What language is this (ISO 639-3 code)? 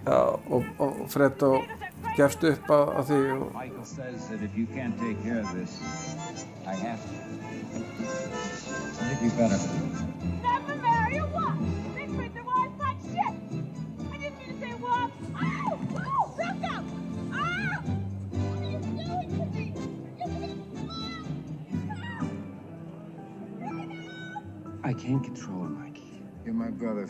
isl